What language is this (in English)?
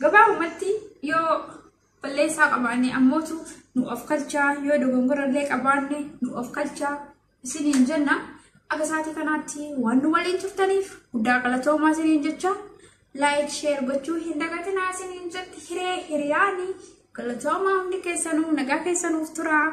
Oromo